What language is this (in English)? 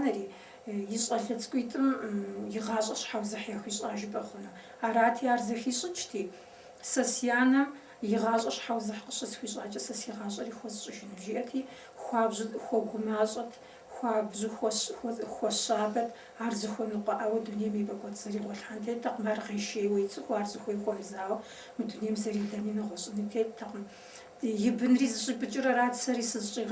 Kabardian